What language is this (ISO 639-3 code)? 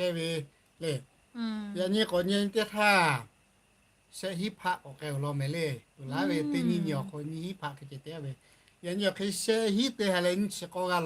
lhu